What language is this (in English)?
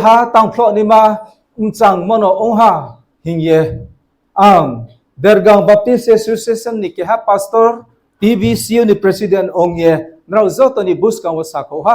Riang (India)